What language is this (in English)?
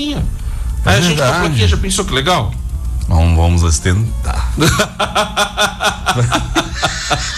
Portuguese